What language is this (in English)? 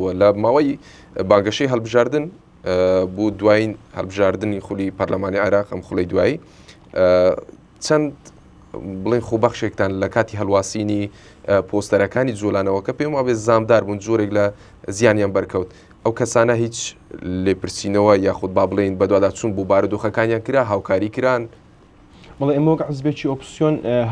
Central Kurdish